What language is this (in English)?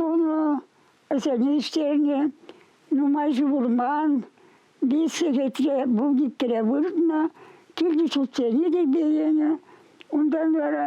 Chuvash